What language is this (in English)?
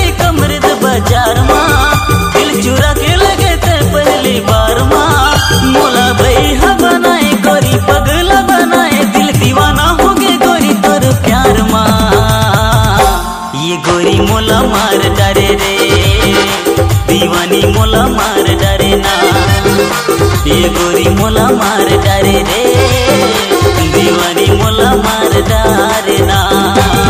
Chhattisgarhi